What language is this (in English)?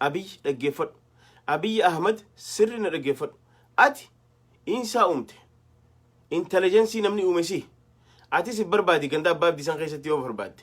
Oromo